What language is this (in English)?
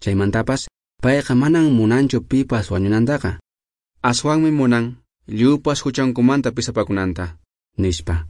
Quechua